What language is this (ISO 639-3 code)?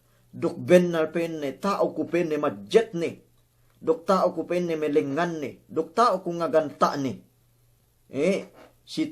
yka